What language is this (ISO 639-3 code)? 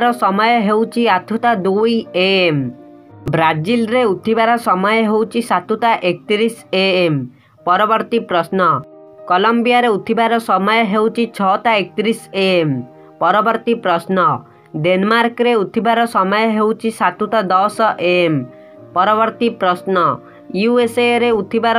ori